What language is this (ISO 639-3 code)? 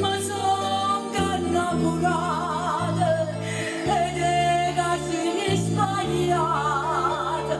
nap